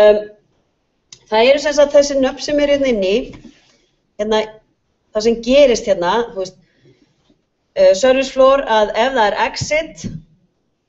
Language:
Icelandic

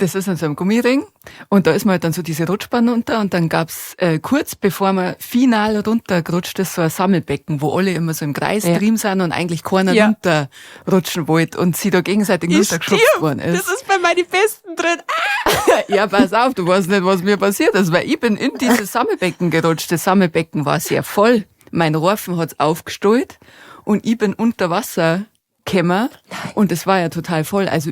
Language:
Bavarian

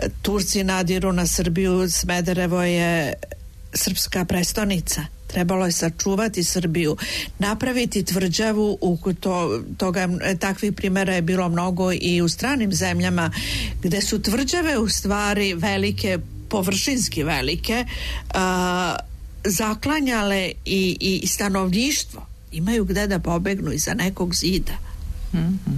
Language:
Serbian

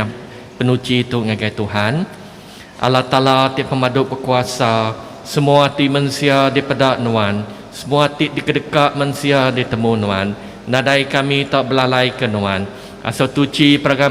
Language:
Iban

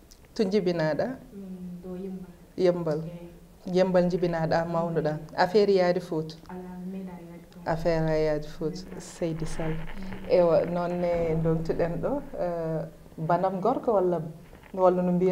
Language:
Fula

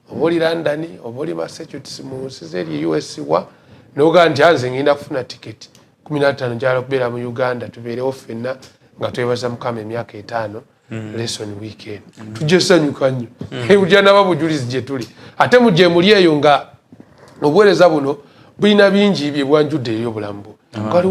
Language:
Ganda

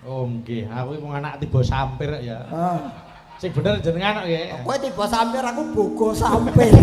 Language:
Javanese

